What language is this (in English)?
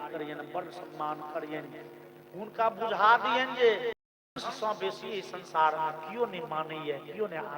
Maithili